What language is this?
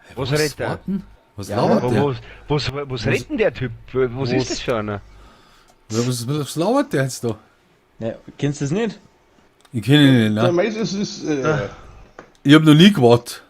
Bavarian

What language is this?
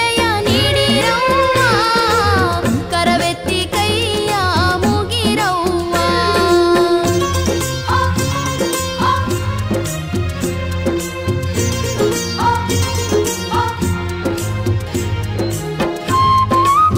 Kannada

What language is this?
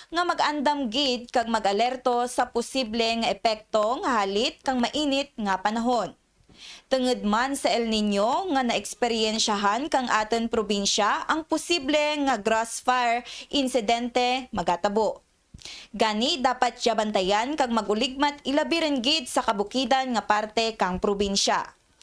Kinaray-a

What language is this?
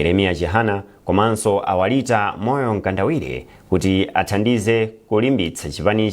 Nyanja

